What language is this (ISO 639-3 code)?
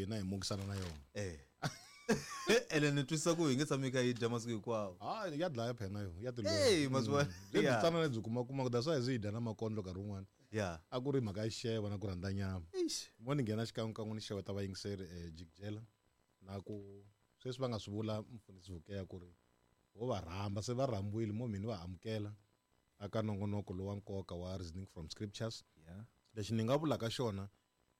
tso